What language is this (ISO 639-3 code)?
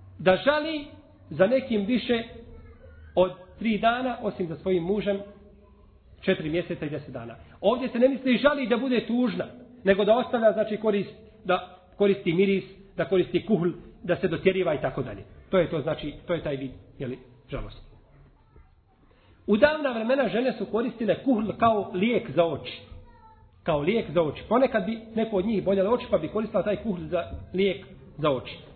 bos